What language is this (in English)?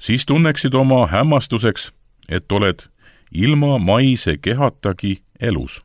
Estonian